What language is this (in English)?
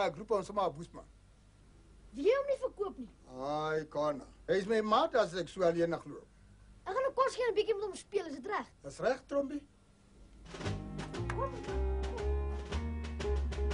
Afrikaans